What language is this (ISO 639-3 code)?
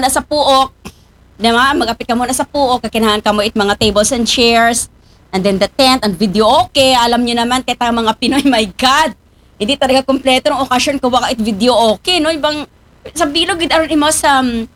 akl